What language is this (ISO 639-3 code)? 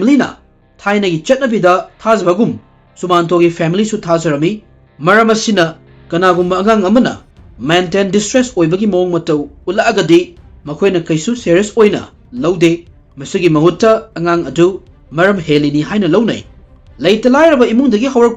mni